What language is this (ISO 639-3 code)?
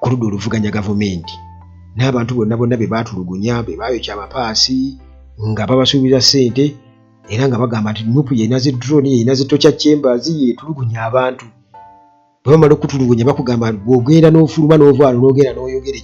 lug